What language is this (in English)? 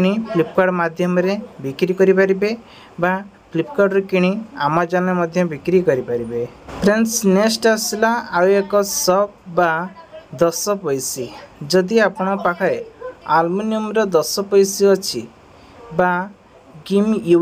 Odia